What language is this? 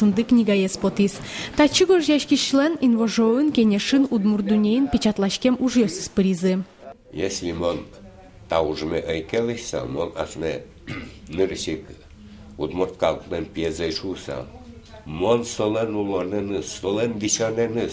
Udmurt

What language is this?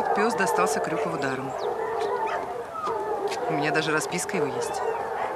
Russian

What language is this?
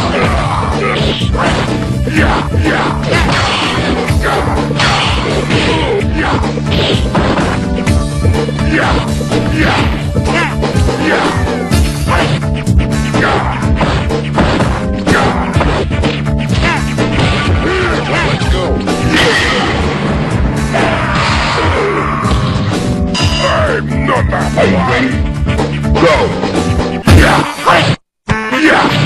English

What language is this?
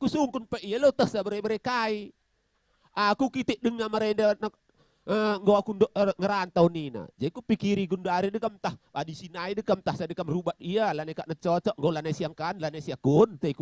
Batak Karo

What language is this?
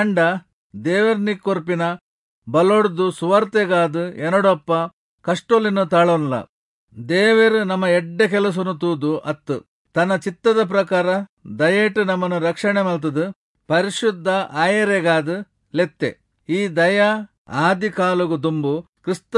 Tulu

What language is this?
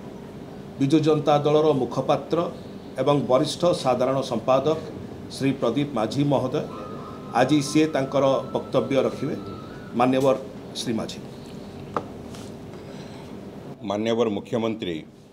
Odia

